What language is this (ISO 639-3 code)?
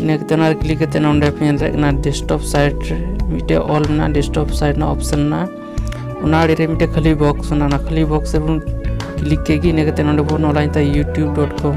sat